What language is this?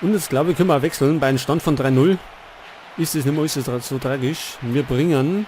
Bavarian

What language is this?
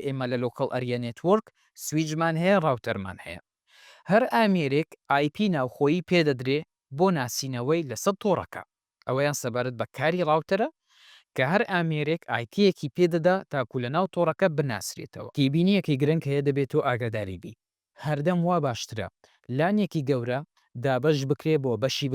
Central Kurdish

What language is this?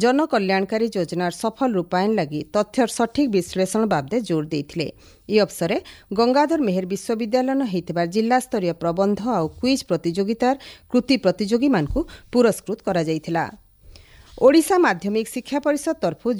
Odia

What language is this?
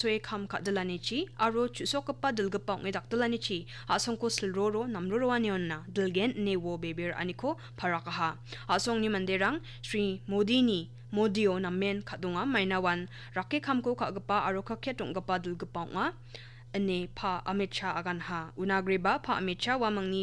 Garo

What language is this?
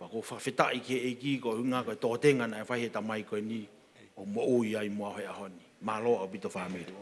Tongan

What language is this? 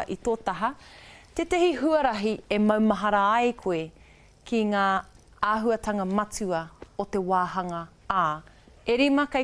Māori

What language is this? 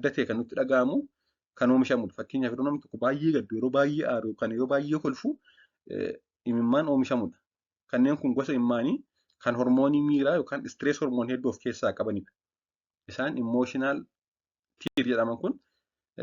Oromo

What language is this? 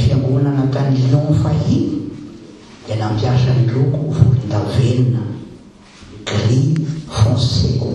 Malagasy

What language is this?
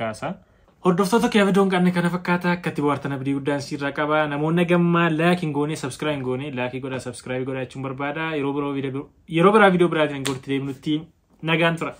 Oromo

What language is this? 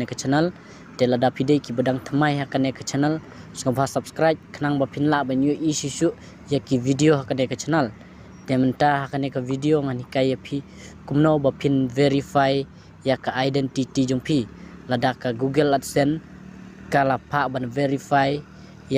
Khasi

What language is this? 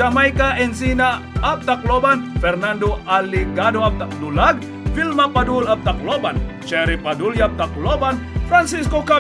Waray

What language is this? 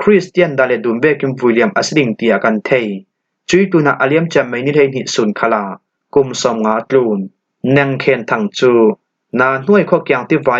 Falam Chin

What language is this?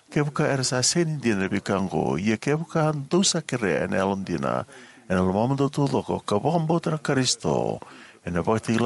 Fijian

